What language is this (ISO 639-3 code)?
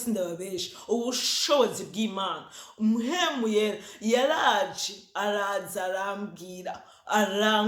run